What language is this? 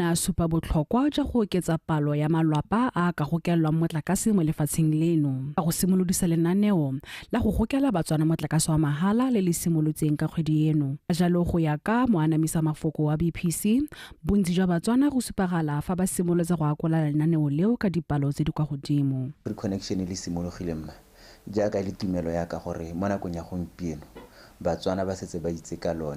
Tswana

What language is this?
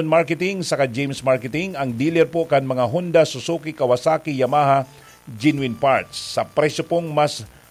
Bikol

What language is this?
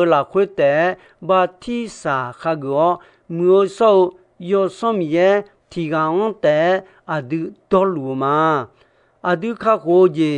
Akha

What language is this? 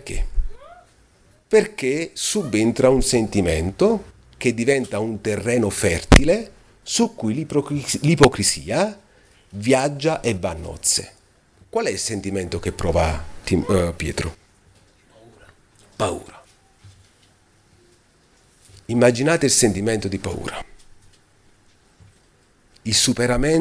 Italian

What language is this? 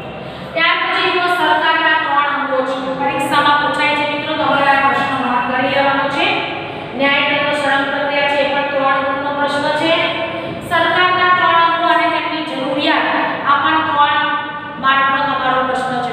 Gujarati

